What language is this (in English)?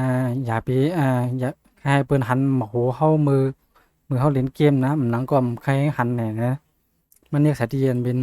Shan